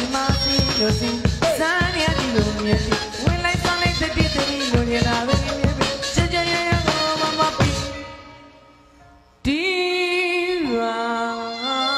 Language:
Burmese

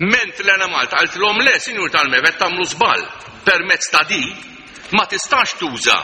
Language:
Maltese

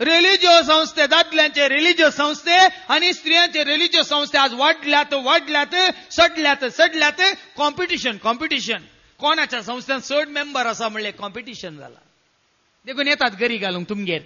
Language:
Konkani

